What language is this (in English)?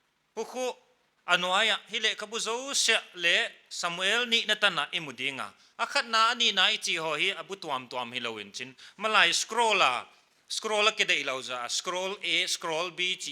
Paite Chin